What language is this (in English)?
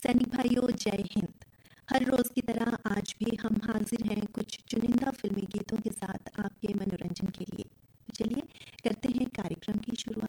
Hindi